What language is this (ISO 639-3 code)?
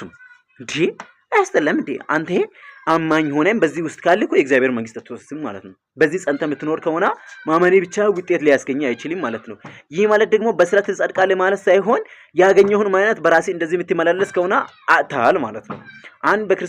amh